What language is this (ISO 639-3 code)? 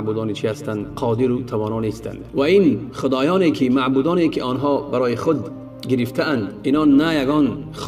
tgk